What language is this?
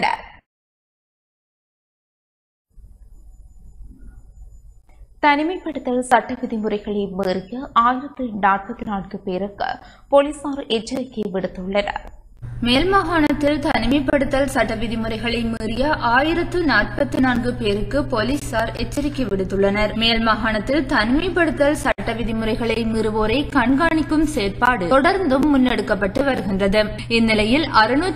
Tamil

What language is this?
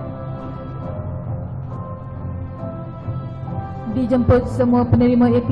Malay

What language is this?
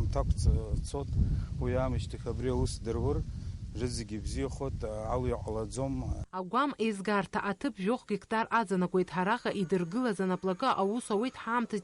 Abkhazian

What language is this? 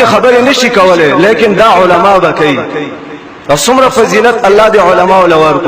Pashto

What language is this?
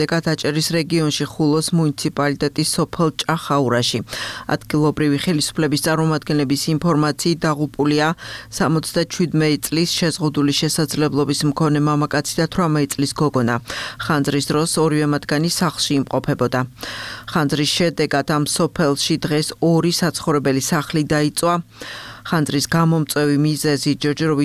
Georgian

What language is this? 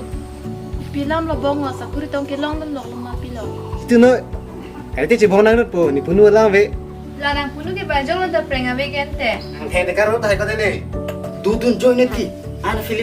Karbi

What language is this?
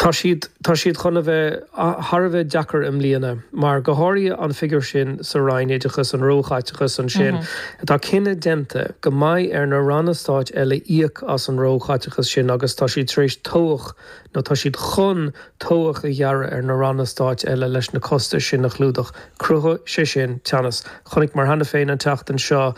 Irish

